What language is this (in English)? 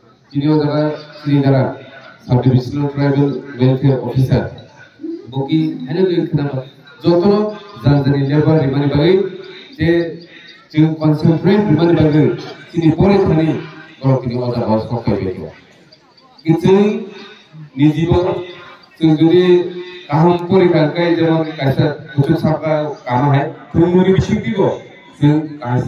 Kok Borok